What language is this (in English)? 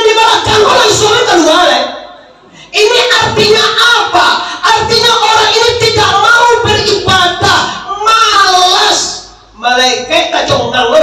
Minangkabau